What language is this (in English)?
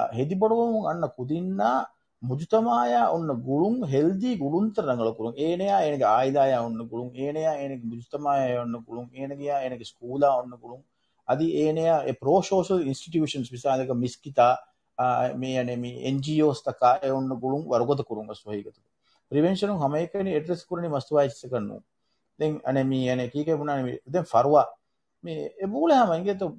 Divehi